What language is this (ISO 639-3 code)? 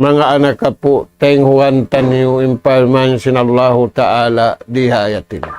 tsg